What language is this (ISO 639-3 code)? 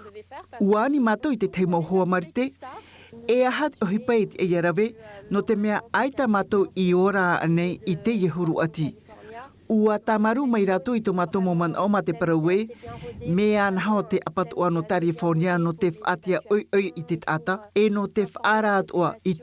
tah